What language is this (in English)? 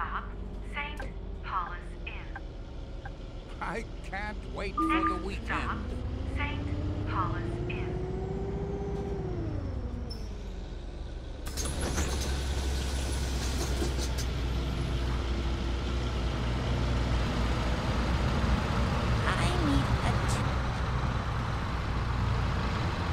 English